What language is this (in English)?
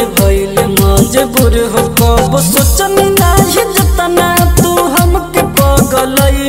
Bhojpuri